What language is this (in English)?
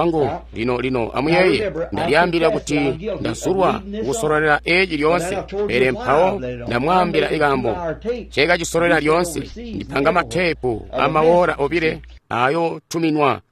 Tonga (Zambia)